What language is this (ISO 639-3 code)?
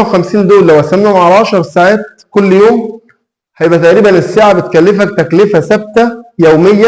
arz